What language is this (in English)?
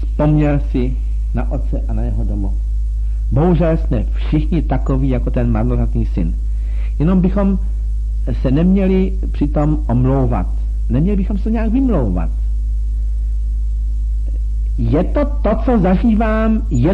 Czech